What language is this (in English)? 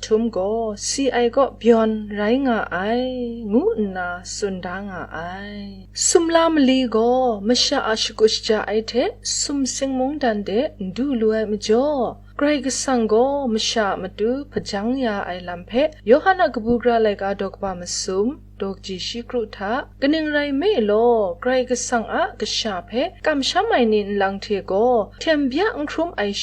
Kachin